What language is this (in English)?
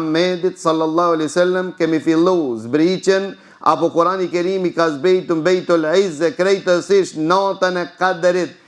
Albanian